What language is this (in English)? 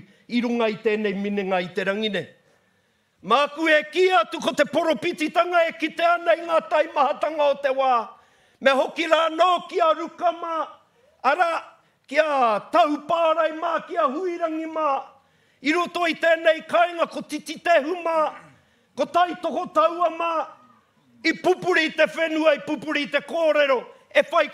Māori